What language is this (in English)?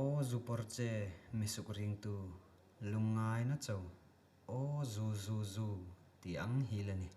Hmar